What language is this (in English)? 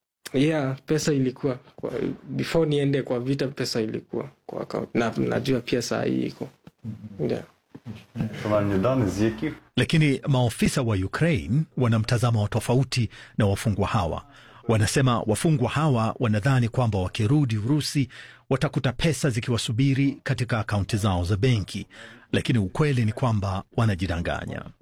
Swahili